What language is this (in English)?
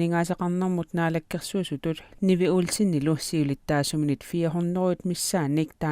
Kalaallisut